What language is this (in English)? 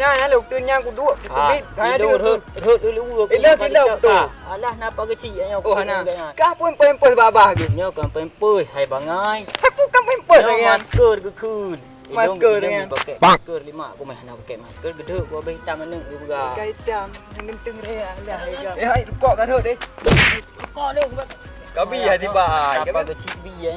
Achinese